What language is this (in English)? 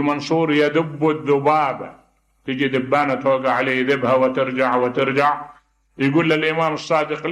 Mesopotamian Arabic